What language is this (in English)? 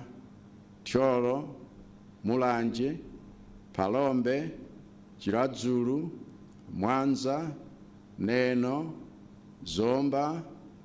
Nyanja